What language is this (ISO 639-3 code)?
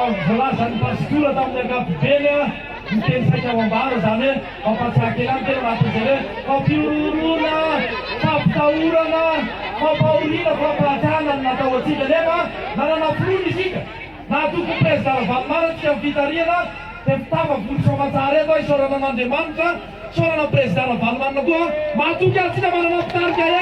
mlg